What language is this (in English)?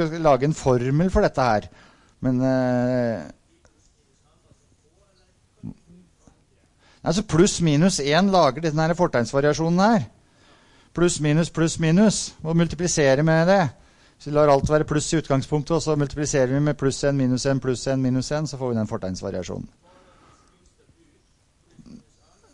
Norwegian